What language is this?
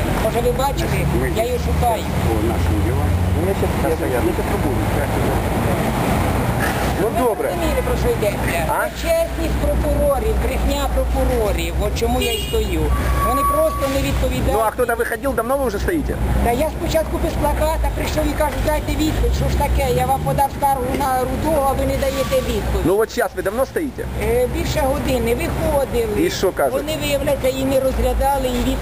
Ukrainian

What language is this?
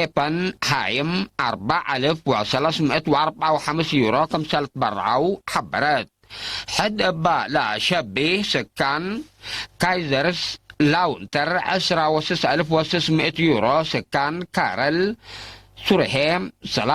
Tigre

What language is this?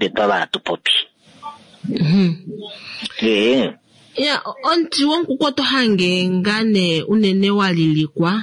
Kuanyama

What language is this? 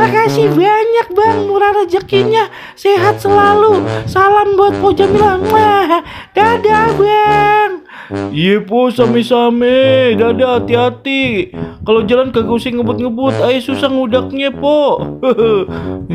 Betawi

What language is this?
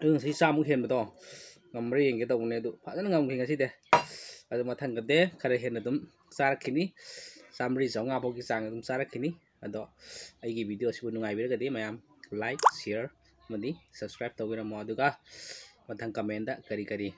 Manipuri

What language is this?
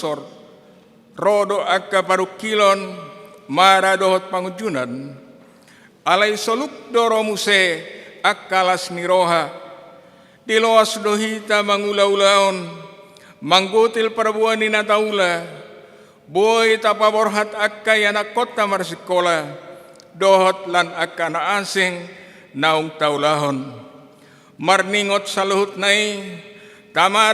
Batak Toba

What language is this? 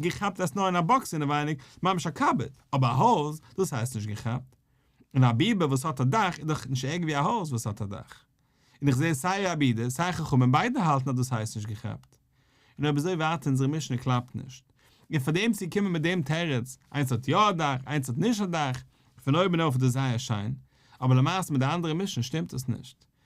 Yiddish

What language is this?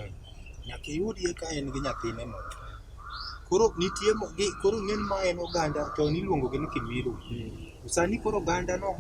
Luo (Kenya and Tanzania)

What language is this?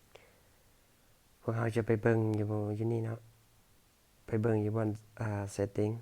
Lao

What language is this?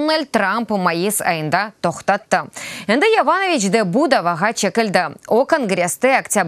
Crimean Tatar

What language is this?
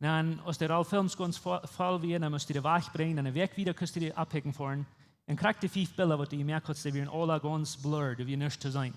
Plautdietsch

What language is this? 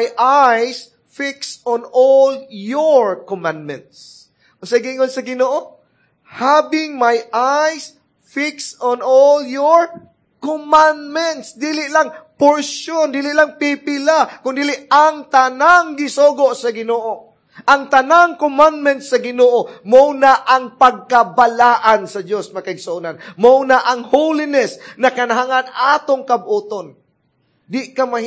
Cebuano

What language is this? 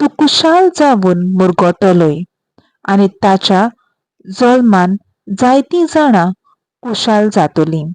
Konkani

